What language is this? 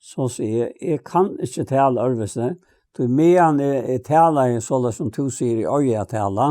Faroese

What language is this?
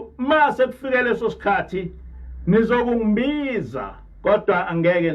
Zulu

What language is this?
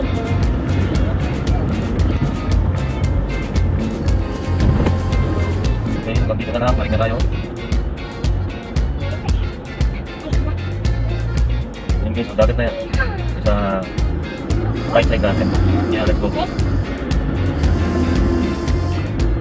Filipino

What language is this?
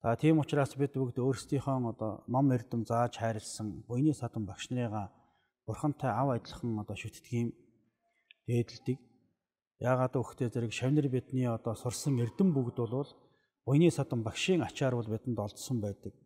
Mongolian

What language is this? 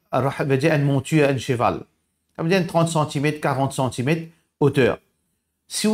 Morisyen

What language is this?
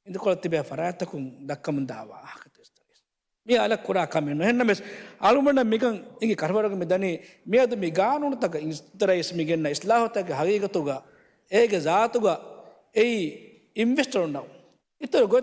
Divehi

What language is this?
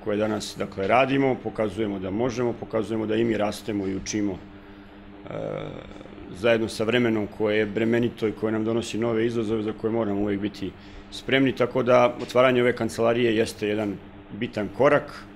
Serbian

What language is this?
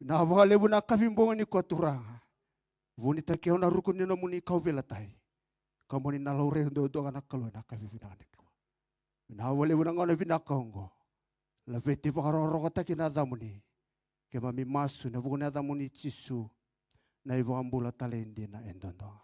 Fijian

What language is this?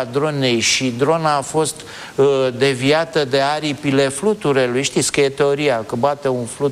Romanian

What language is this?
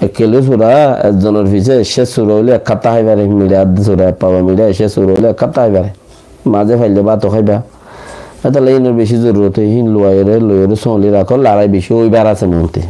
Rohingya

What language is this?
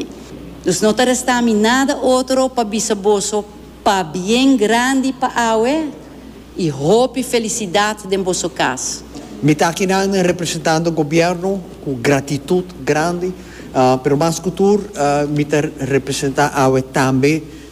Papiamento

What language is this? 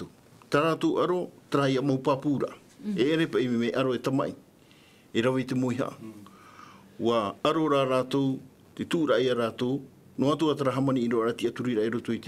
Tahitian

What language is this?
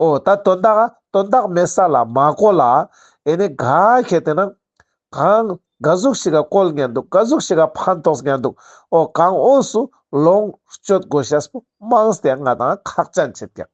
Ladakhi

